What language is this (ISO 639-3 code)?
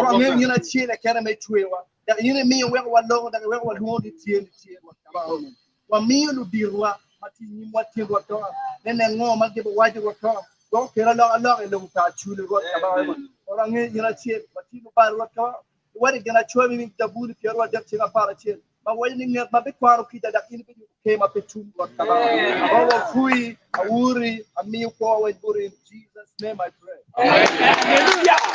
ach